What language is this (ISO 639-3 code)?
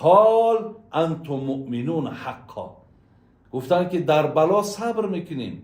tgk